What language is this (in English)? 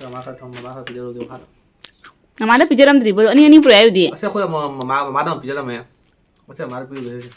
Manipuri